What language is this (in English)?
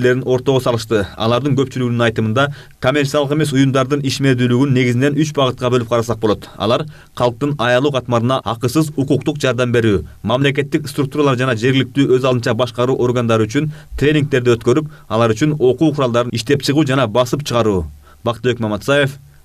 Kyrgyz